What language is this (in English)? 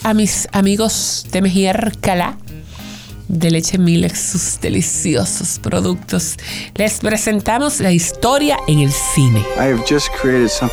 Spanish